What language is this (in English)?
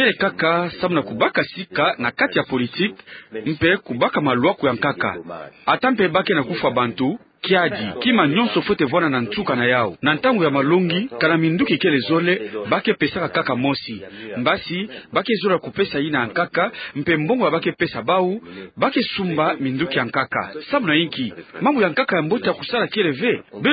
Kituba (Democratic Republic of Congo)